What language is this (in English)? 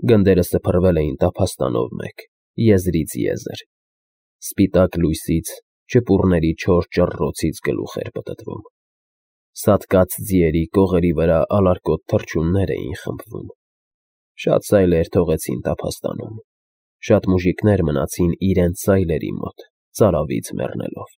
Armenian